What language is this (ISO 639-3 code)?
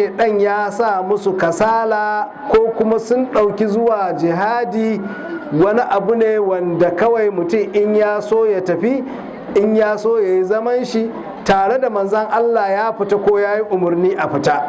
hau